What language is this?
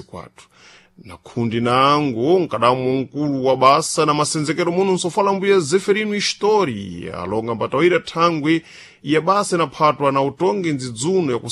Sena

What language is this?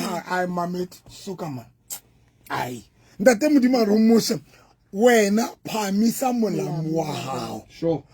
Southern Sotho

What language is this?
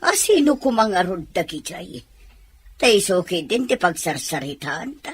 Iloko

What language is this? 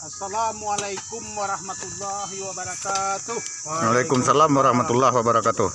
Minangkabau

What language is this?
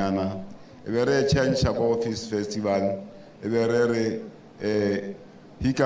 Tswana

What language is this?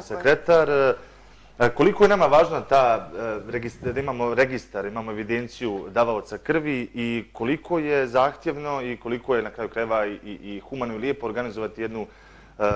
Bosnian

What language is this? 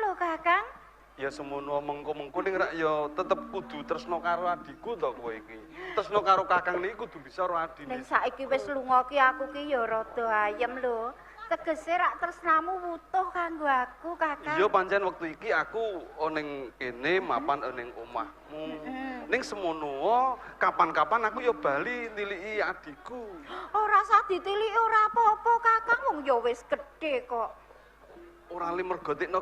Javanese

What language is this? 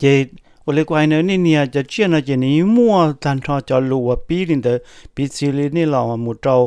Hmong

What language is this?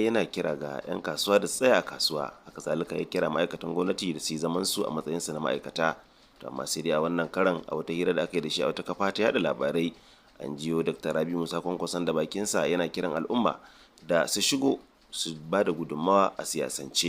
Hausa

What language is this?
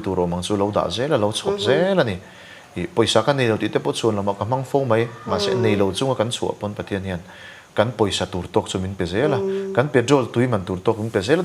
Mizo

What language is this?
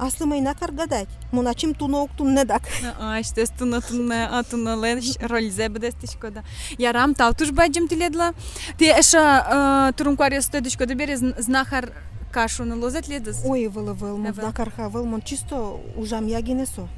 Udmurt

